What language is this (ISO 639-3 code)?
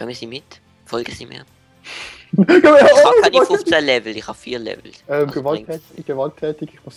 gsw